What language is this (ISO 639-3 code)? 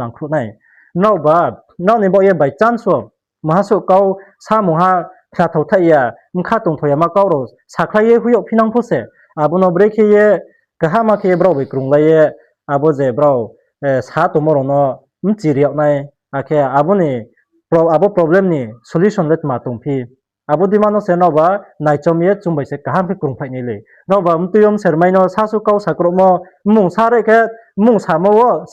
ria